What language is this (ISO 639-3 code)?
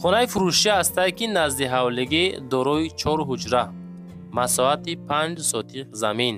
tgk